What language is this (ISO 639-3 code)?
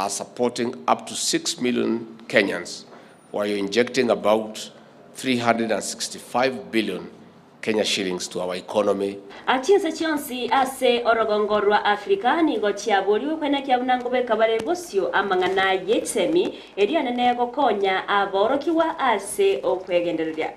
guz